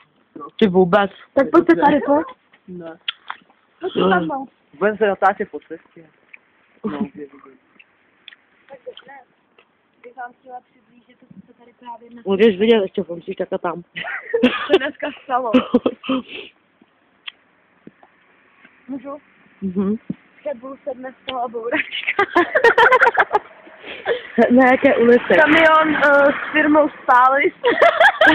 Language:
Czech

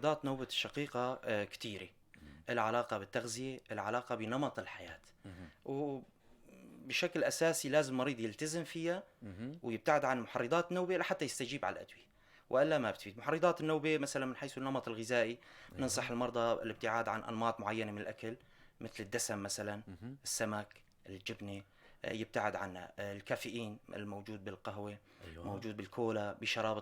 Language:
North Levantine Arabic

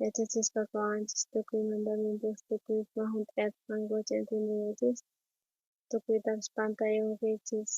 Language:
South Bolivian Quechua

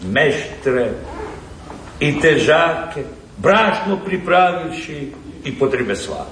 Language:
Croatian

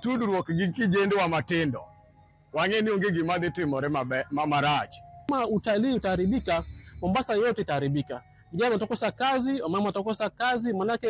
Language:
Luo (Kenya and Tanzania)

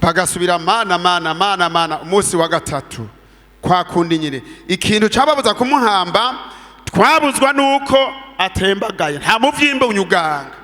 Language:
Rundi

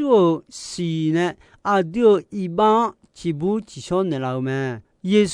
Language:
Akha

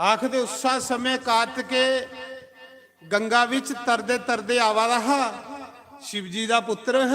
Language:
Dogri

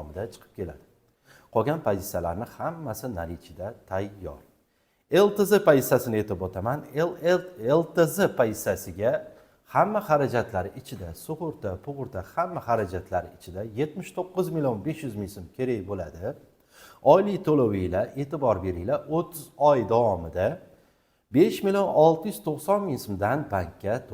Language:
Uzbek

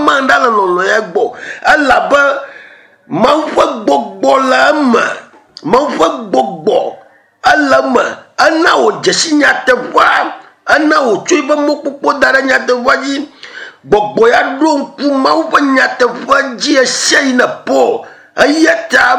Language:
Ewe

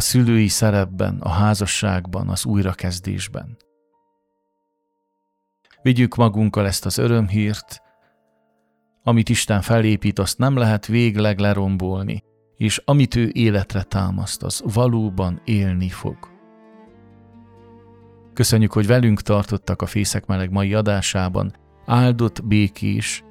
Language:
Hungarian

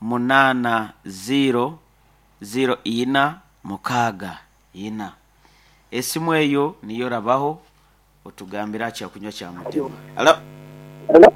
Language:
Nyankole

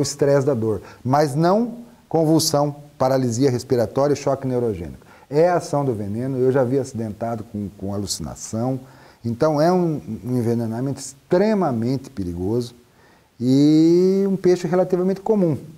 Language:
Portuguese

